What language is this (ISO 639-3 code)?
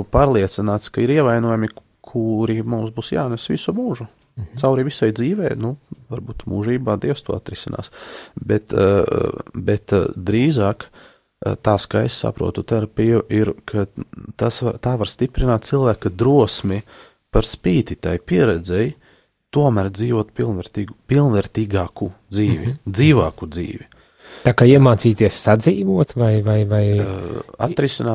lav